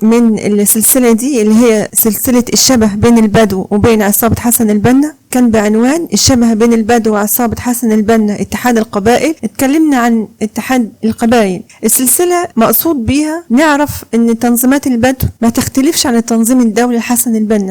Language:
Egyptian Arabic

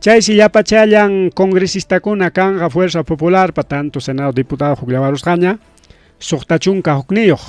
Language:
Ayacucho Quechua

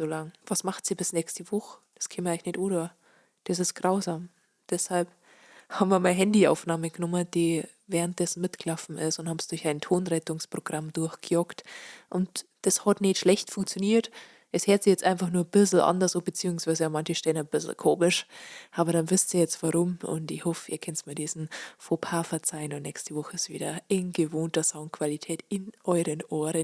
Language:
Bavarian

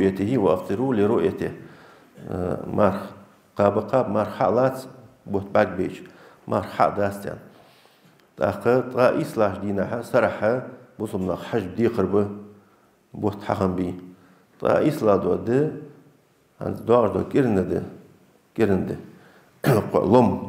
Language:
Ingush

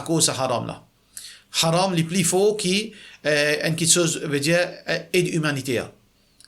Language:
Morisyen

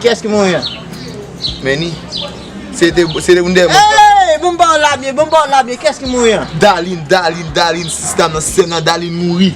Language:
Haitian Creole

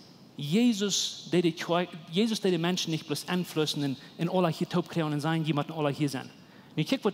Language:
Plautdietsch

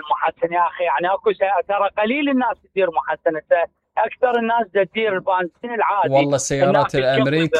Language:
Mesopotamian Arabic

